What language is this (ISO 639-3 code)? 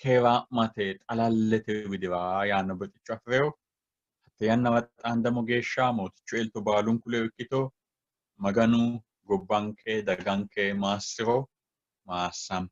sid